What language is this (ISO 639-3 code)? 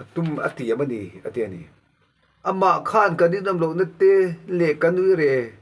lus